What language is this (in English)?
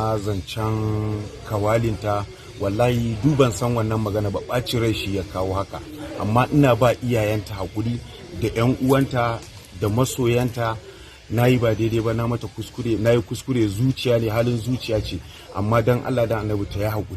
Hausa